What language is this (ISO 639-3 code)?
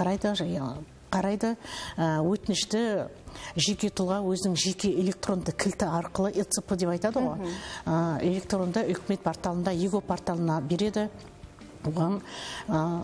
kaz